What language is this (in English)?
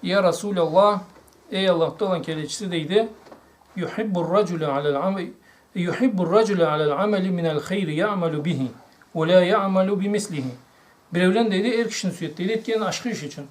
Karachay-Balkar